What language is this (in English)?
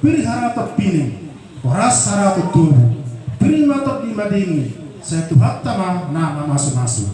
Batak Toba